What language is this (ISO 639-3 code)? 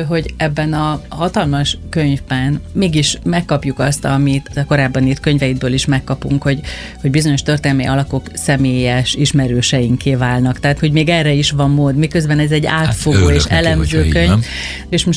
hun